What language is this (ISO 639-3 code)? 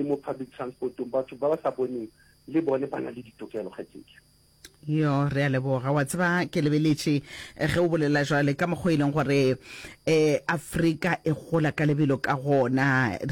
nso